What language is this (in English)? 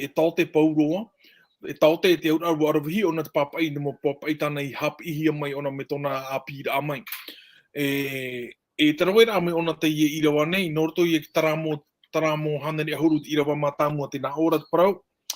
Tahitian